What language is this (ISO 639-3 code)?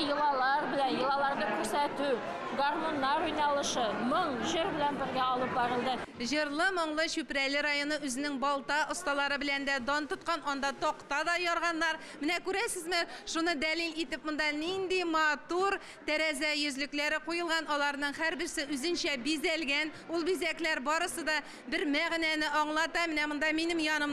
tat